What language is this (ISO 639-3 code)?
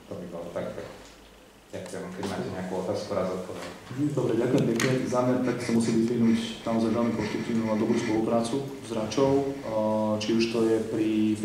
slk